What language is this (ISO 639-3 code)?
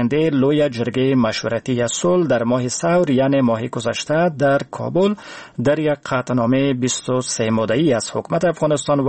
fas